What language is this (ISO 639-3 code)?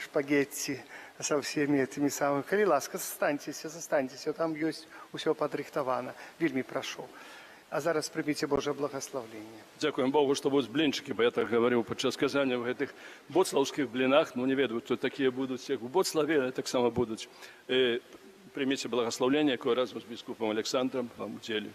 bel